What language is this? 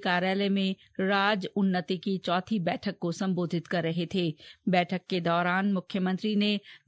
Hindi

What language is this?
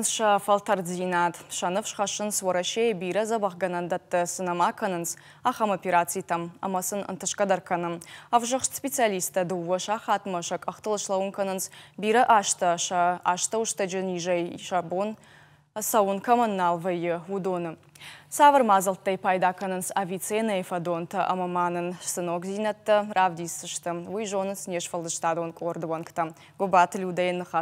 Ossetic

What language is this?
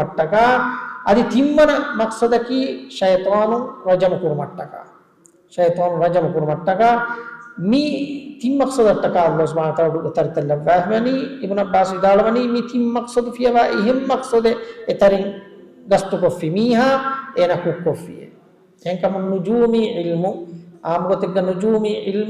Divehi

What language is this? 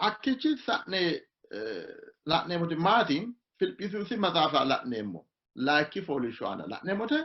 Sidamo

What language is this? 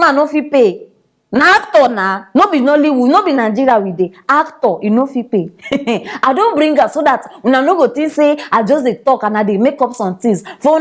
Nigerian Pidgin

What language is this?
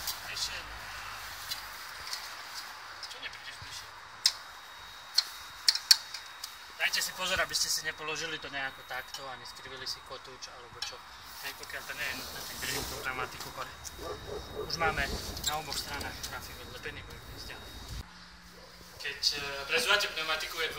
Slovak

